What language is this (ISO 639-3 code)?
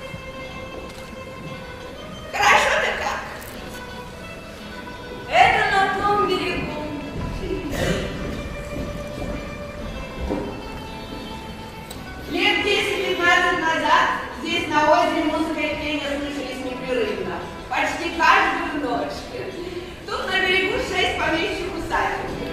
rus